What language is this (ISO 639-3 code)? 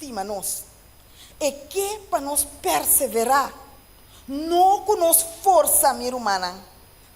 pap